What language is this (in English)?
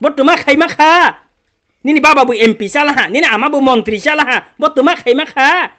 Kok Borok